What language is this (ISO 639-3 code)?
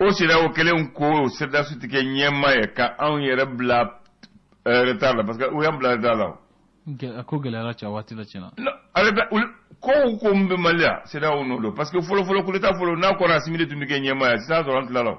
bam